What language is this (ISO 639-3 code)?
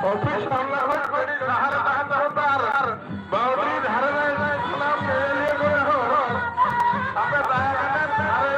sat